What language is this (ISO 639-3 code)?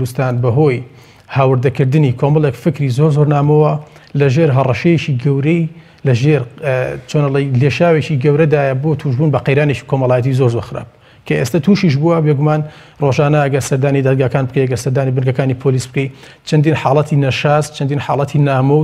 ckb